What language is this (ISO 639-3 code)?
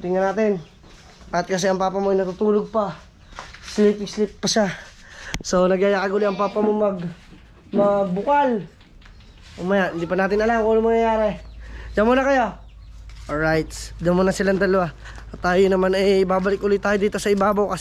fil